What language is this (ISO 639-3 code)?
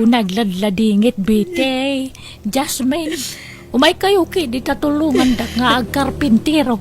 ilo